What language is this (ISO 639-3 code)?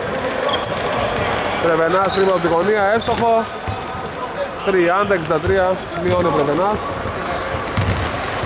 ell